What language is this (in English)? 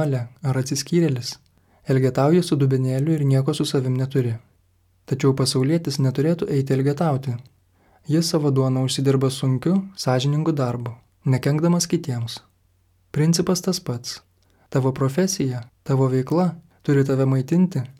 Lithuanian